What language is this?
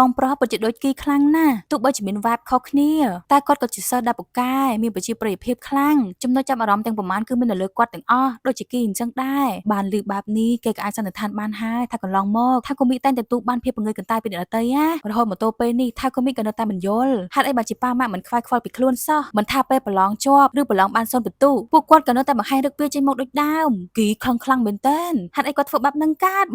Khmer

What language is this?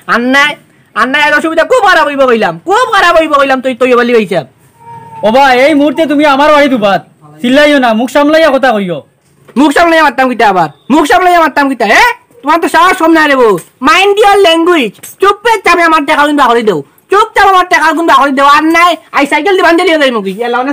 Sylheti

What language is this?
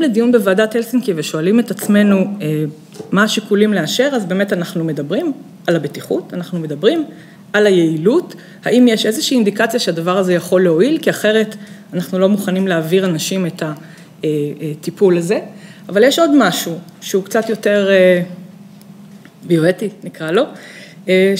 Hebrew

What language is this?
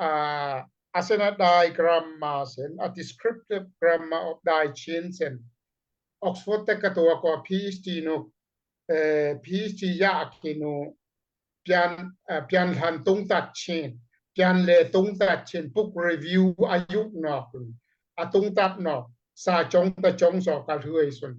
Daai Chin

